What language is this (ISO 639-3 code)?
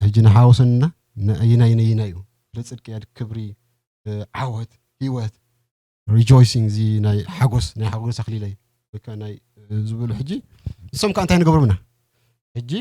tir